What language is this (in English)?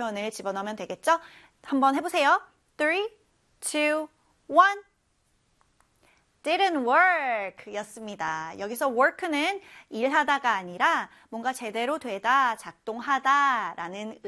Korean